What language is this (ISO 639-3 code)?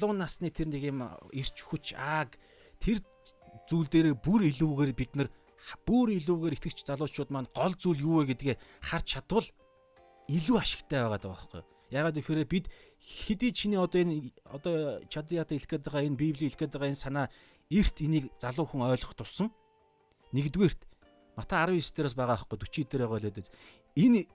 mon